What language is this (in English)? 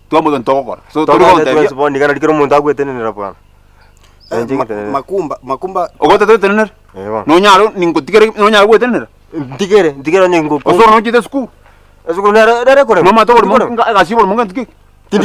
Gusii